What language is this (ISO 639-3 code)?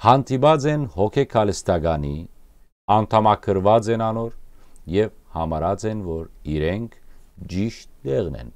hyw